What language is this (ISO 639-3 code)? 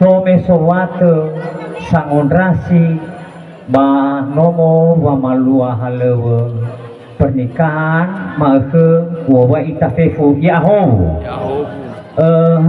nia